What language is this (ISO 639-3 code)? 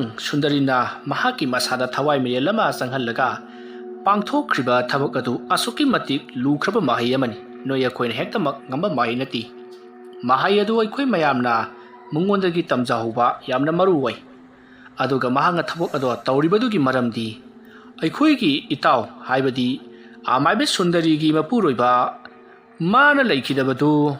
mni